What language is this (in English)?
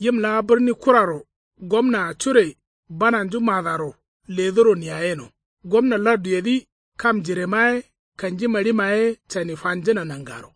Kanuri